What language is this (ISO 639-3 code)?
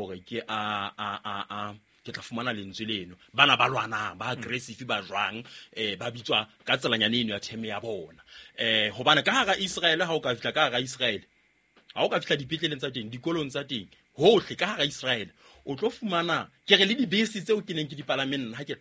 sot